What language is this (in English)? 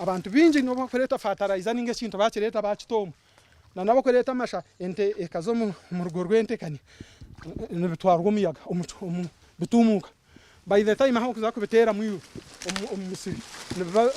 Nyankole